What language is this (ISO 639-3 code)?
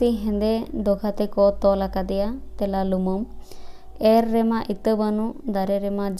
sat